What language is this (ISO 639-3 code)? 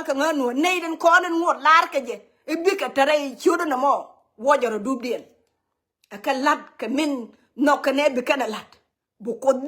nus